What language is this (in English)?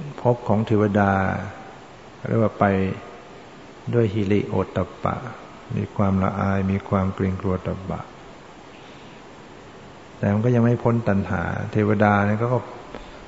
Thai